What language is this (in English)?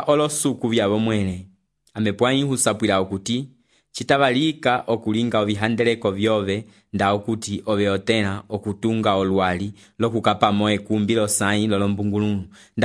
Umbundu